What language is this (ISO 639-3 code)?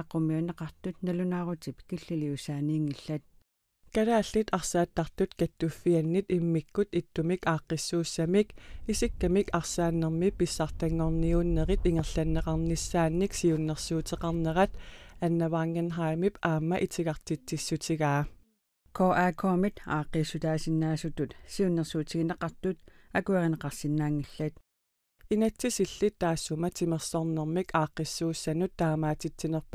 kal